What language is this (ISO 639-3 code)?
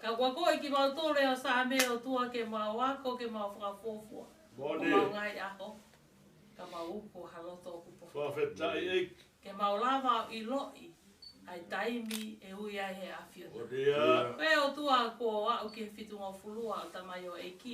ton